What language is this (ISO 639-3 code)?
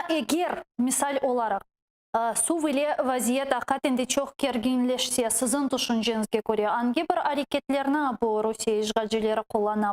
crh